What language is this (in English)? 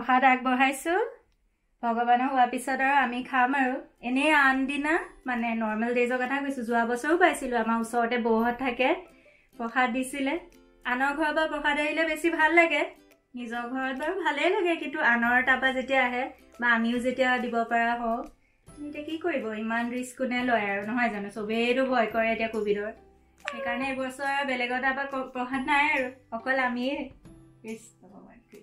Assamese